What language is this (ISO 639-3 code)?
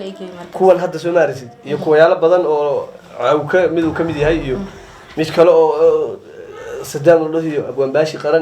som